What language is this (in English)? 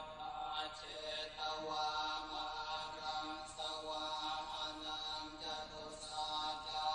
Pali